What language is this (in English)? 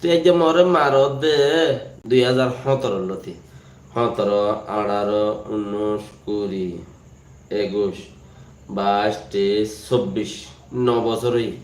Rohingya